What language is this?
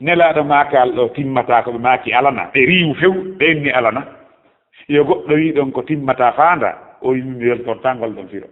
Fula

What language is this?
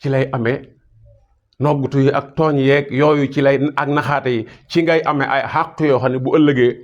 Wolof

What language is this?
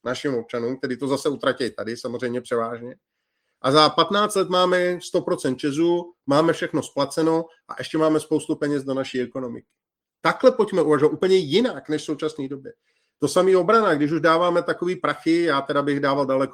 Czech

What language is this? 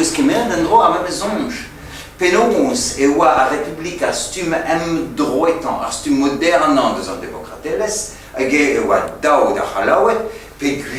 Breton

